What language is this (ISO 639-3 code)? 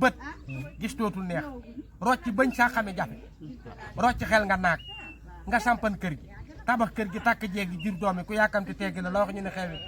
wol